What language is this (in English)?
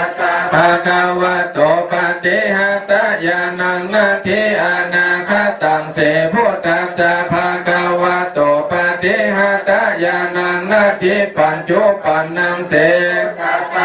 Pali